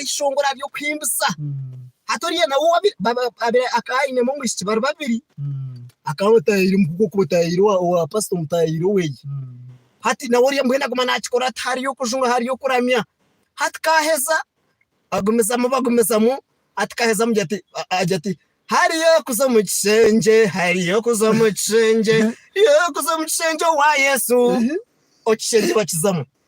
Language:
Nyankole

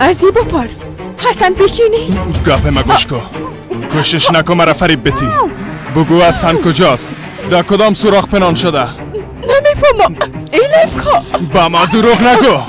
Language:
Persian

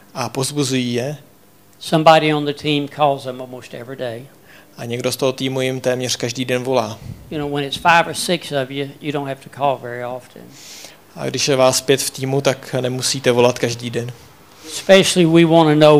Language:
Czech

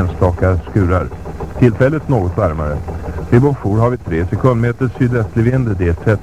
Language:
Swedish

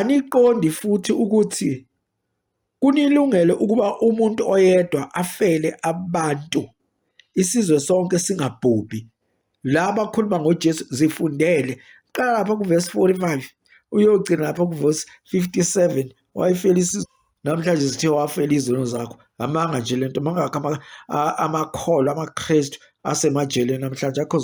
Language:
Zulu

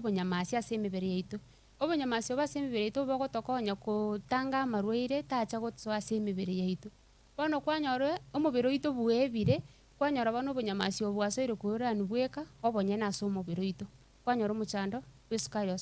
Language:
Gusii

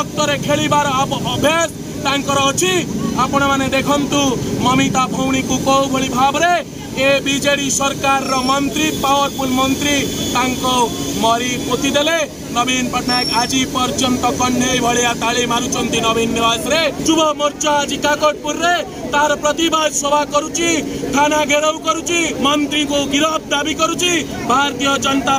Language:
Odia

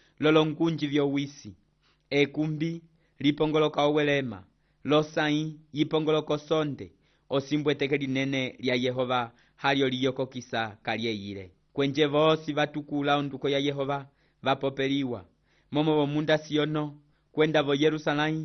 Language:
Umbundu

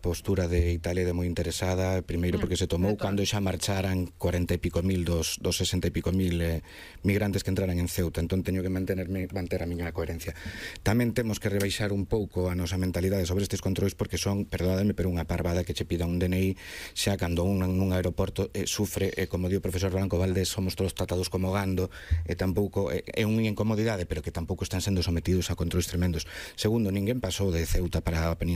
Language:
Galician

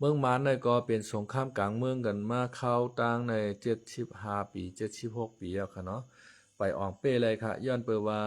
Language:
Shan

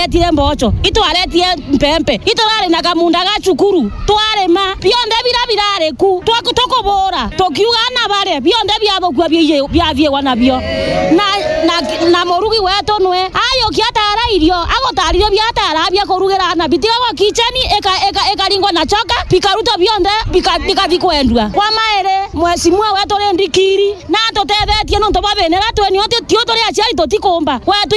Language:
Meru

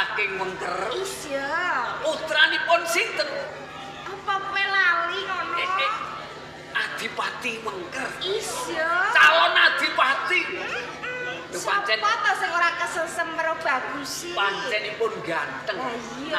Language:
Javanese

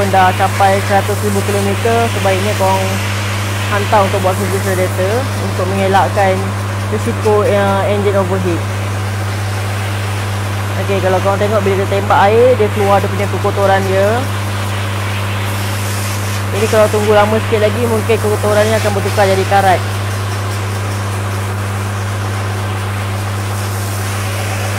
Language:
Malay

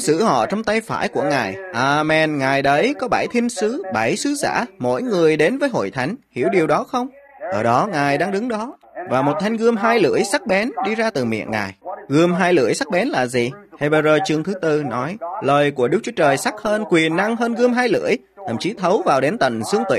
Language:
Vietnamese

